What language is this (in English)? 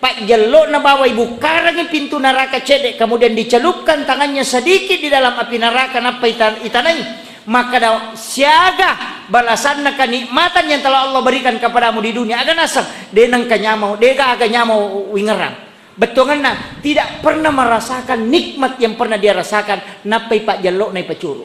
Buginese